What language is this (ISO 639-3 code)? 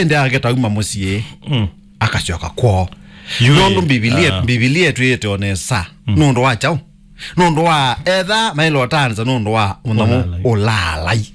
kam